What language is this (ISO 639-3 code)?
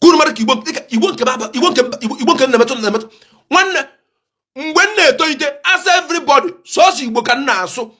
ibo